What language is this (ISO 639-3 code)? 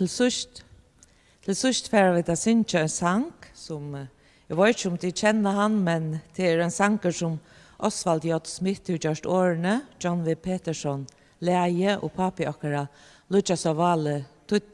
fao